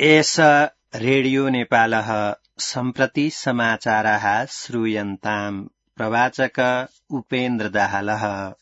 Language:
Sanskrit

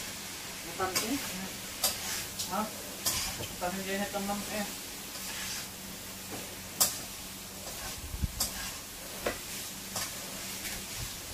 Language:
Filipino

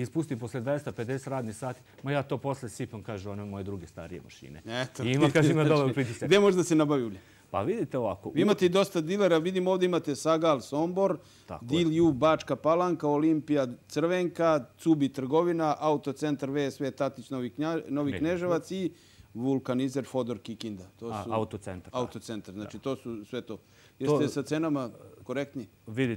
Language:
Serbian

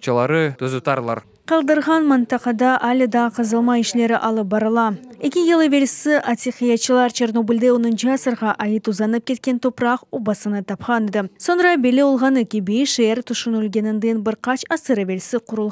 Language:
Crimean Tatar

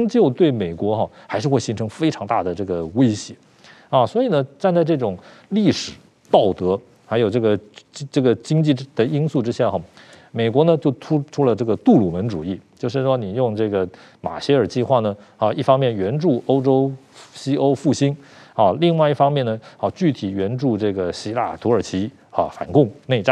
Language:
Chinese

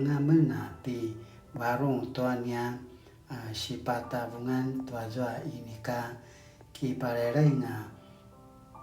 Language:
Paiwan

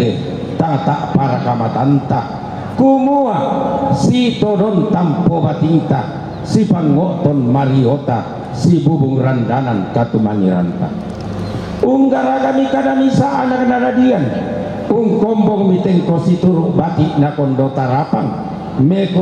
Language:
Toraja-Sa'dan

